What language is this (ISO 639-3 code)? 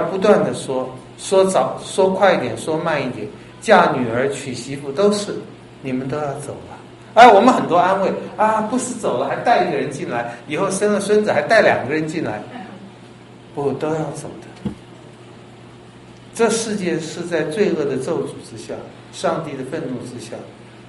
zho